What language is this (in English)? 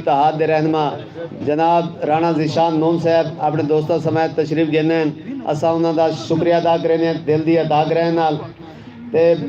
Saraiki